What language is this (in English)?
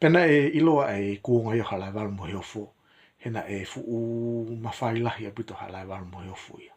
Tongan